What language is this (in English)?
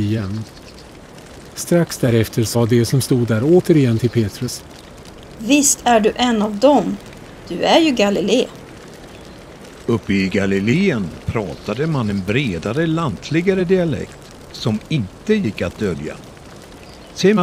Swedish